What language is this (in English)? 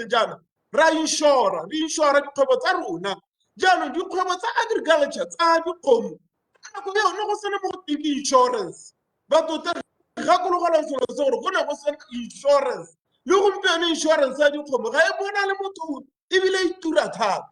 Tswana